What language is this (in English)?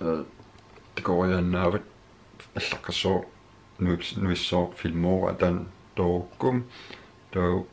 Kalaallisut